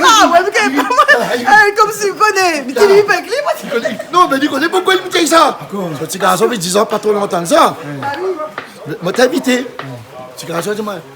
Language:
Réunion Creole French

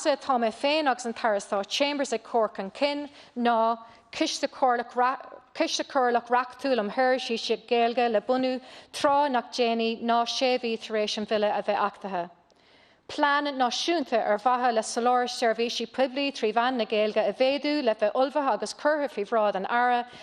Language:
Irish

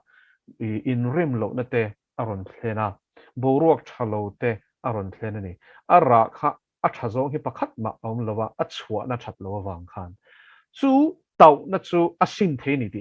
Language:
Mizo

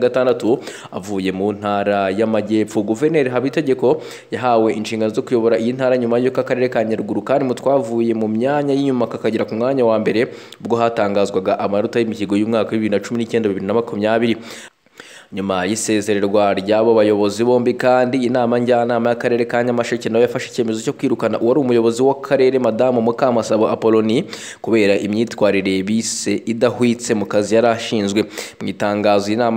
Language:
Kinyarwanda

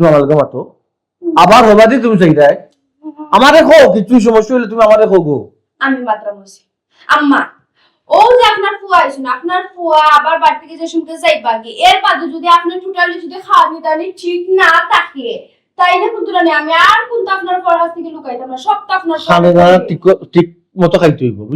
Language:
Sylheti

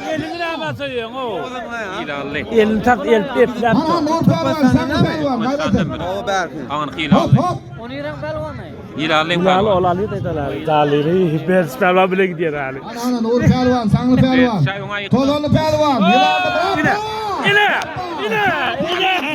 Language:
Turkmen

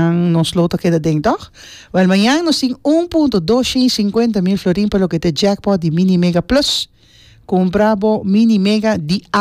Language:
Papiamento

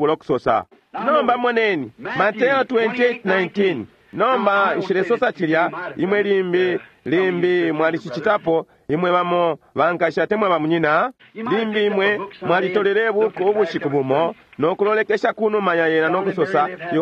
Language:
Bemba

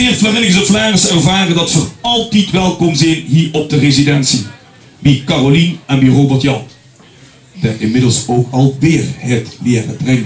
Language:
Limburgish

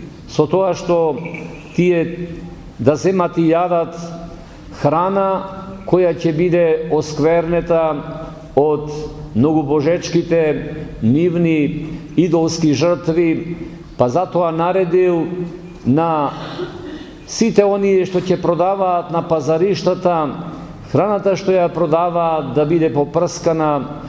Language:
Macedonian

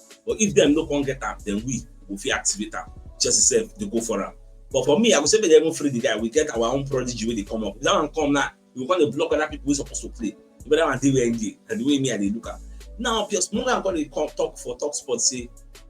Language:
Nigerian Pidgin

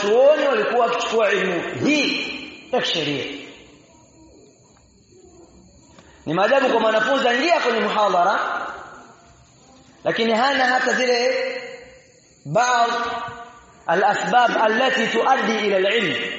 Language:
Swahili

